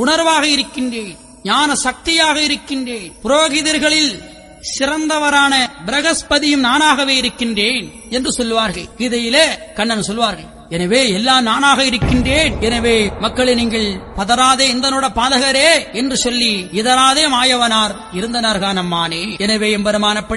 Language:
Tamil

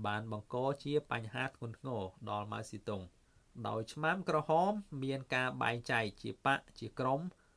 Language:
Khmer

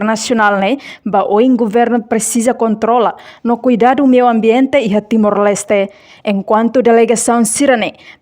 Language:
Tetum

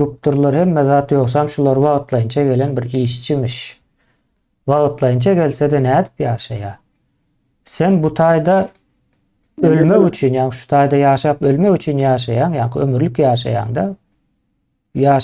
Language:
Turkmen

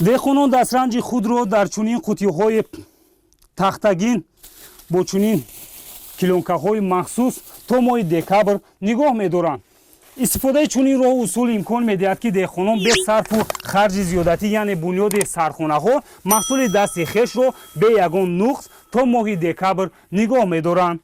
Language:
Tajik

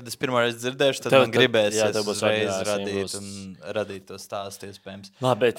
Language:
Latvian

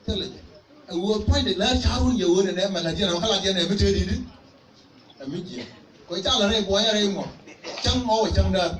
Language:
Nuer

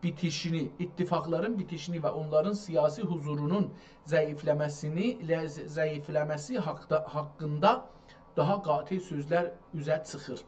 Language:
South Azerbaijani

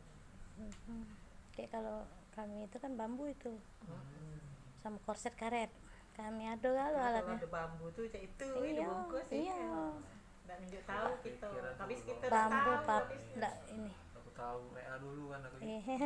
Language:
Musi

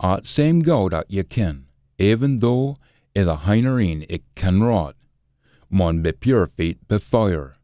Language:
Scots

